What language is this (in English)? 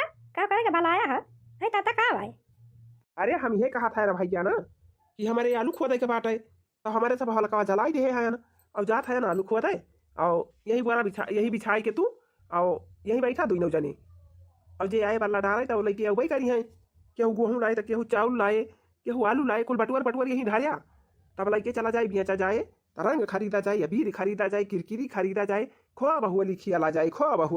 Awadhi